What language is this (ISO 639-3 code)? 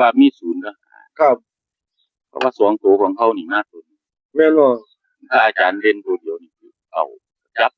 tts